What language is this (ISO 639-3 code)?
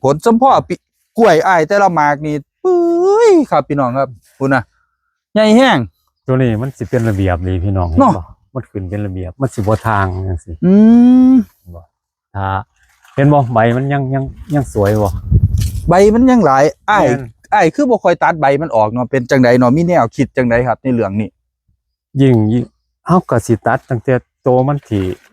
tts